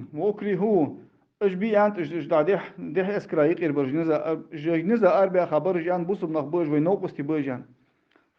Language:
Ingush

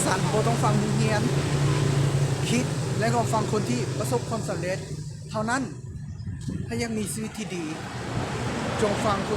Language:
Lao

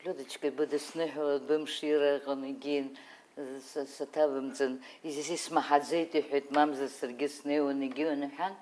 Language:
Abkhazian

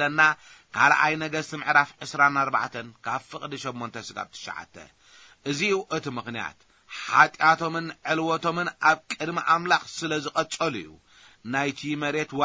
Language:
Tigrinya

